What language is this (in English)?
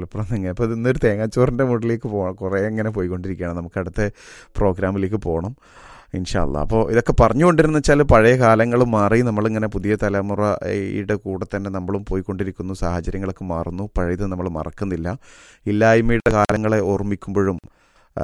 Malayalam